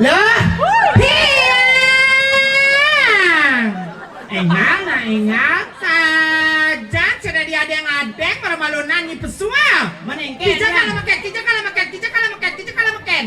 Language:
Balinese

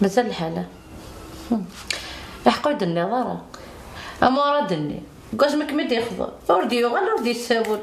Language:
Kabyle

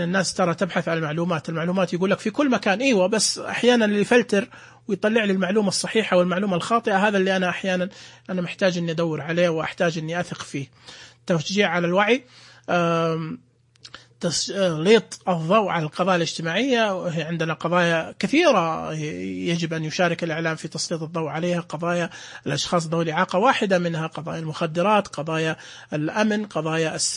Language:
Najdi Arabic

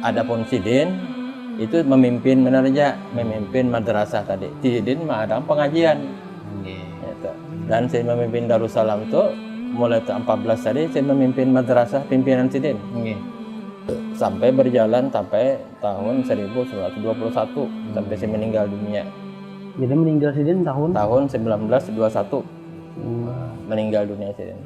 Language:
Banjar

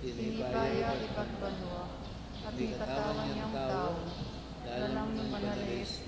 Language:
Pampanga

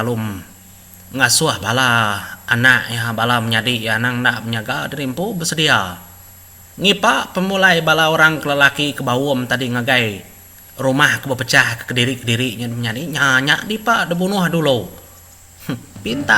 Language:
Iban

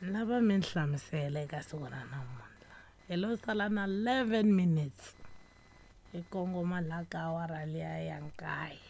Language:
Tsonga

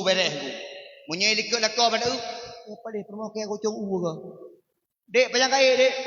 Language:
Achinese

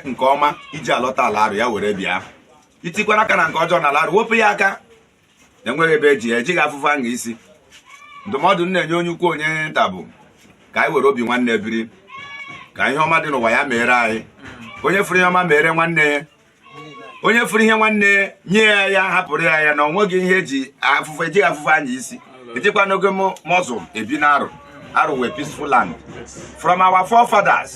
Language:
Igbo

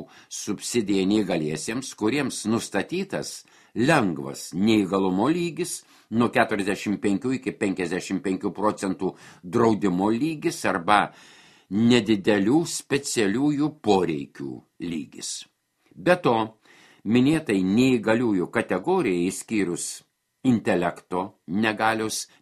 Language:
Lithuanian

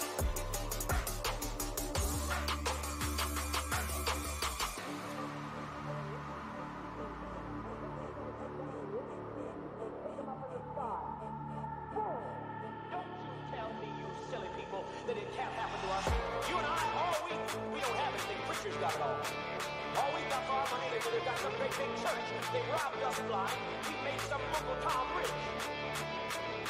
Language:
English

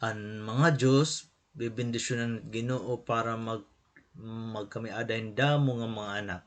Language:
Waray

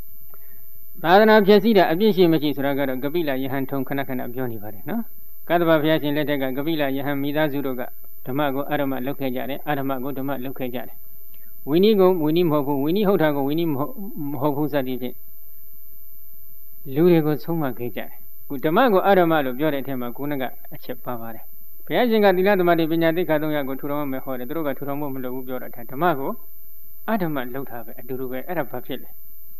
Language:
Burmese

